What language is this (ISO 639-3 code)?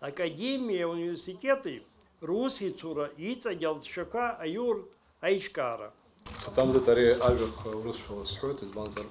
abk